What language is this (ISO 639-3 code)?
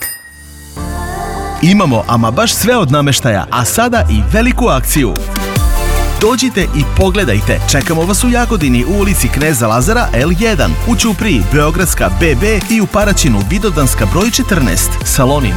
srp